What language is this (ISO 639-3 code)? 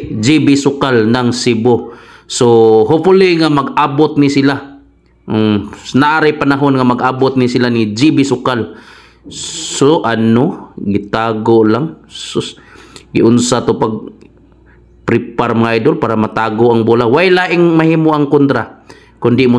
ceb